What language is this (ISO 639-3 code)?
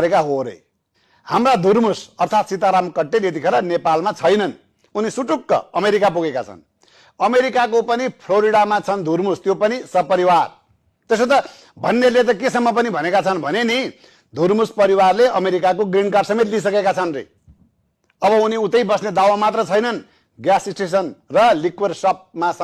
nep